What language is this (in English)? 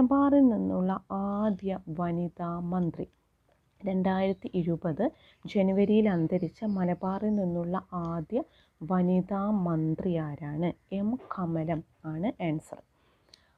Malayalam